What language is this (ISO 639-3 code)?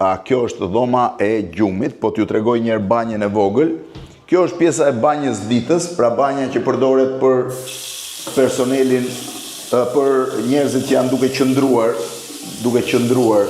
sqi